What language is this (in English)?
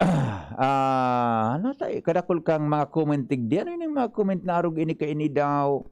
Bikol